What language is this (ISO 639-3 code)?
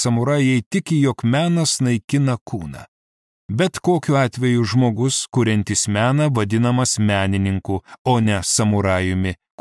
lit